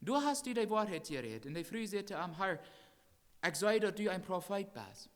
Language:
Plautdietsch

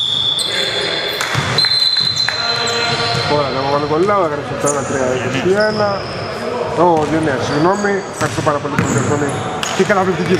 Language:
Greek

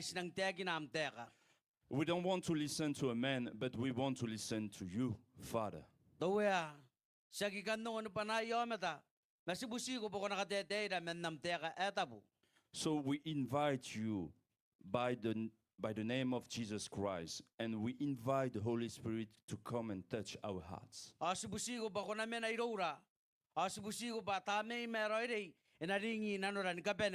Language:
Gilbertese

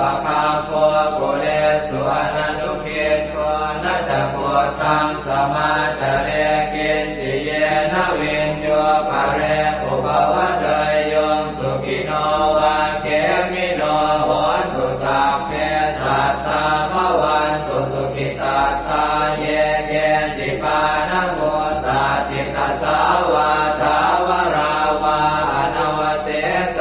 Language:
Pali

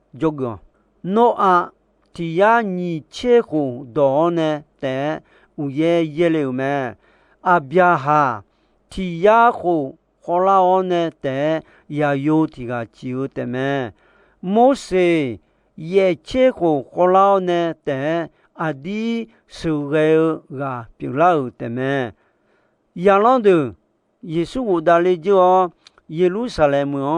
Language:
Akha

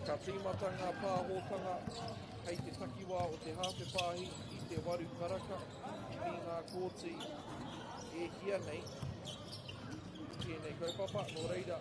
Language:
Māori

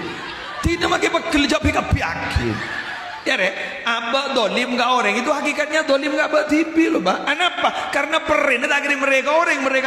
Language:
Madurese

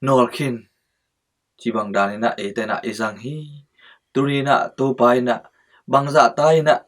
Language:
Tedim Chin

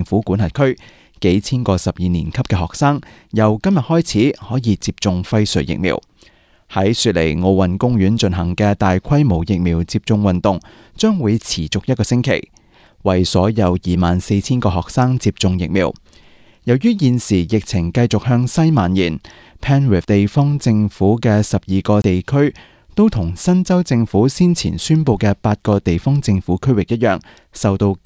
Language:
Cantonese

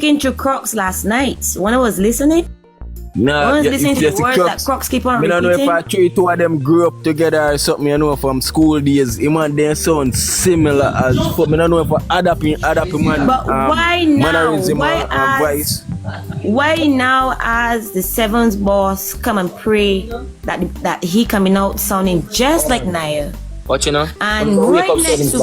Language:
Jamaican Creole English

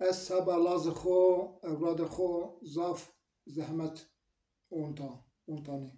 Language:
Zaza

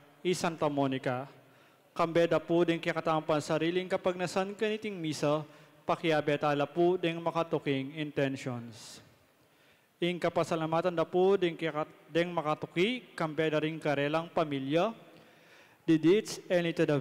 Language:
Pampanga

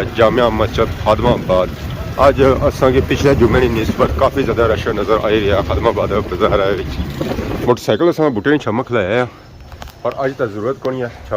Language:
Pahari-Potwari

